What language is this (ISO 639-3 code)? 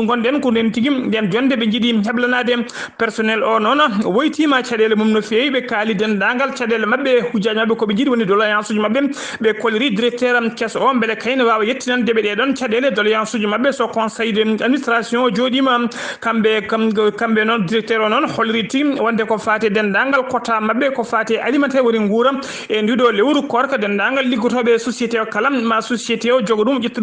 ful